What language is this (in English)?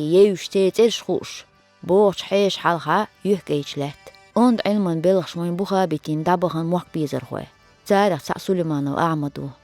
Chechen